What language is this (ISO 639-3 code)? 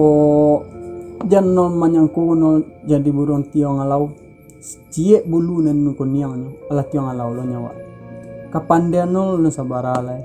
min